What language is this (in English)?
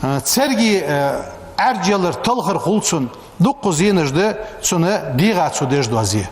Ingush